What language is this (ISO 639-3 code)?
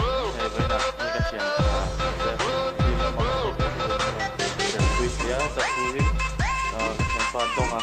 lus